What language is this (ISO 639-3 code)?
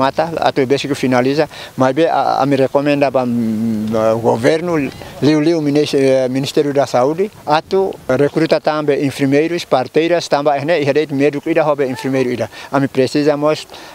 tet